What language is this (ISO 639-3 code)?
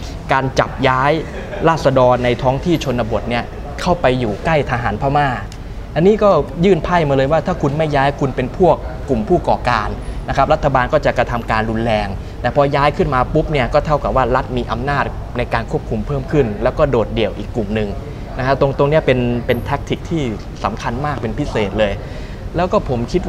tha